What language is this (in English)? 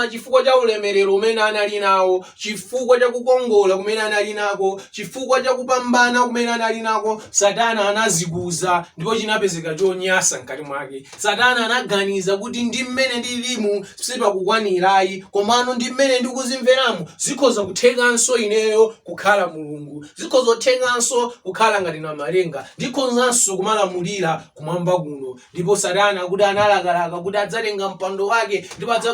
Nyanja